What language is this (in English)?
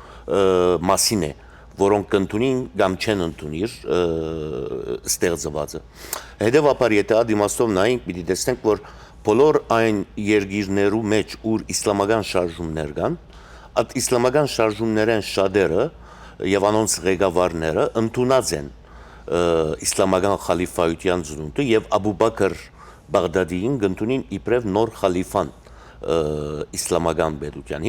Western Armenian